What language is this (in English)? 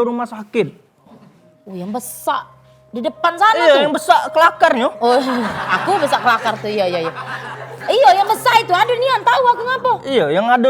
Musi